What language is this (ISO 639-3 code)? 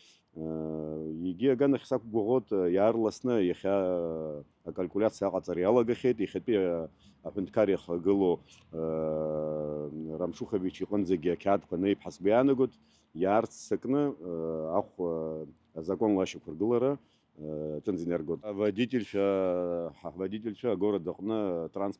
abk